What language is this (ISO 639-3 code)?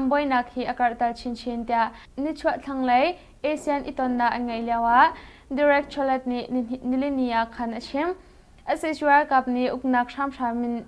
cnh